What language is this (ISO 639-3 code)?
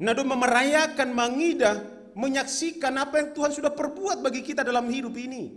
bts